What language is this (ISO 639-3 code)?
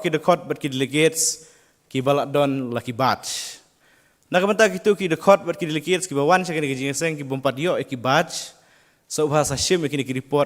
kha